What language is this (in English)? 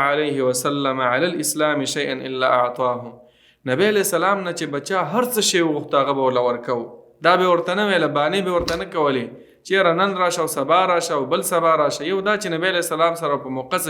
Pashto